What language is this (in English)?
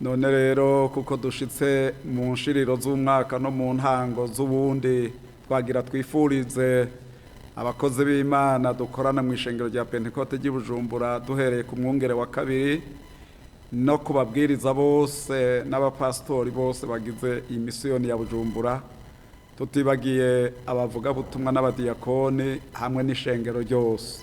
Rundi